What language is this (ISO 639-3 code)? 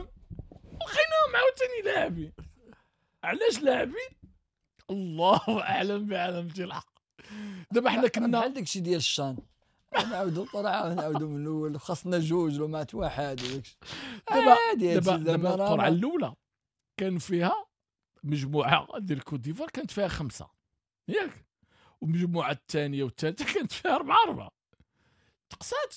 ary